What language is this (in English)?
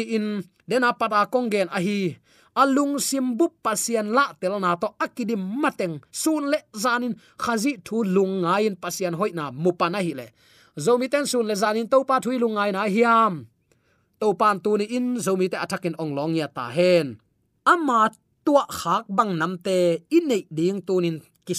Tedim Chin